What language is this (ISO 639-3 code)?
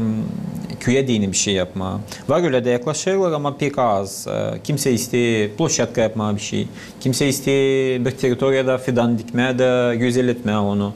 gag